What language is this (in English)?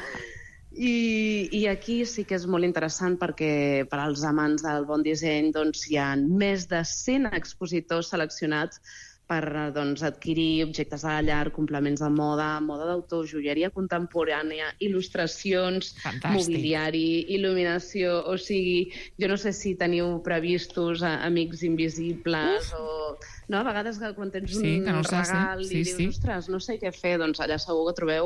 Catalan